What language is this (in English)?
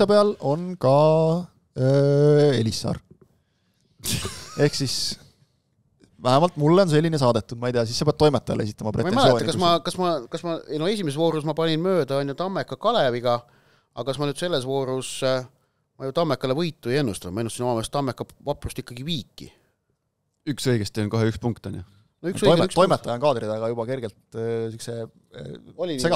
Estonian